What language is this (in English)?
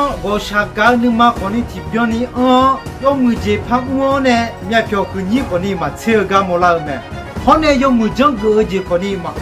Akha